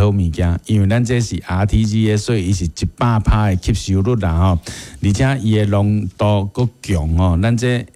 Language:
Min Nan Chinese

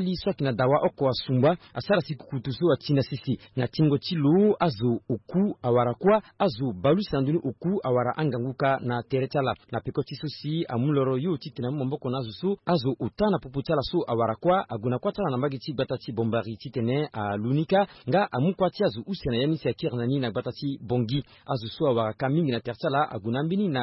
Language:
Sango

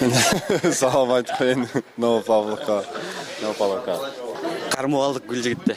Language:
Kyrgyz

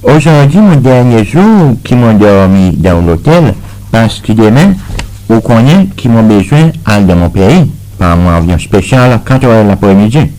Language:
Seselwa Creole French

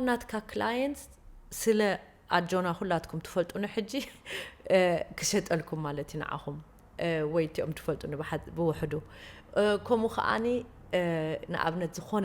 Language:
Tigrinya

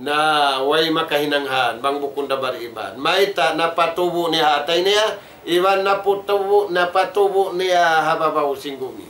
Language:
Tausug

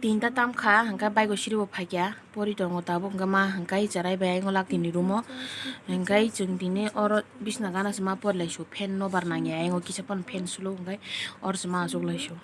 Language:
Kok Borok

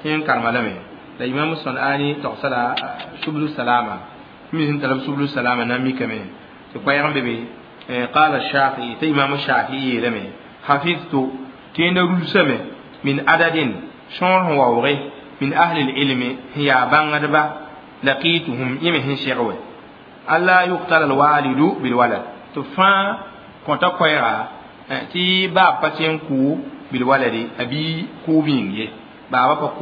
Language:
Mossi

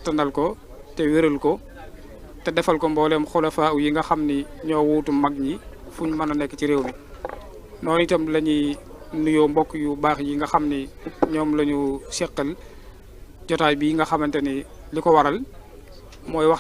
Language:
Wolof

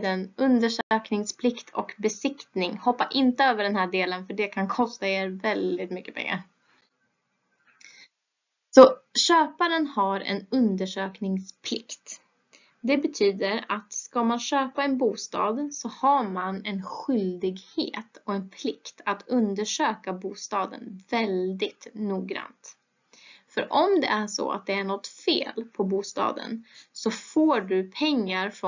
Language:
Swedish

